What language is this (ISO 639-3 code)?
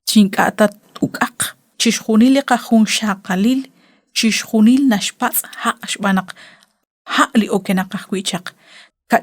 kek